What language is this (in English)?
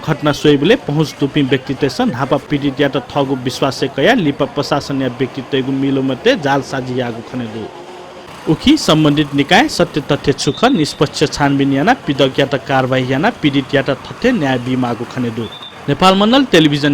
Newari